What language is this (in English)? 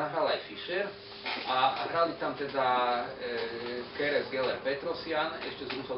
Slovak